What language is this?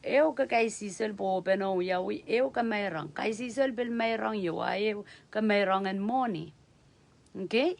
Pohnpeian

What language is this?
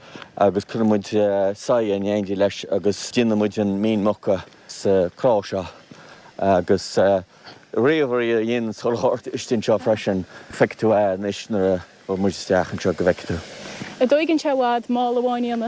Irish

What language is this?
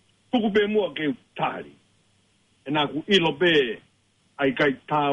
Tongan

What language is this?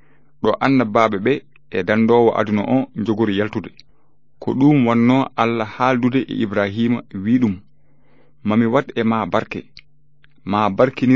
Fula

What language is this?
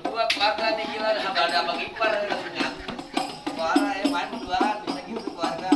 Betawi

